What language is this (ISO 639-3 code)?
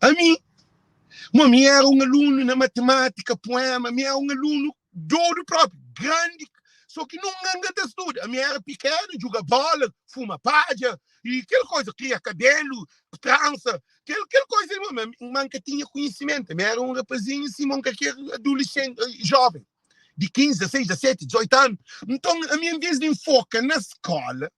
kea